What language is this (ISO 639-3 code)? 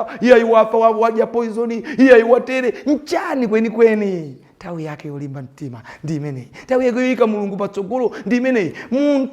nya